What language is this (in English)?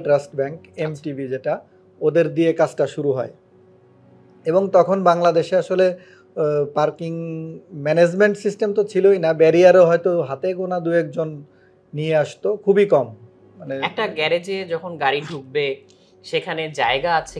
Bangla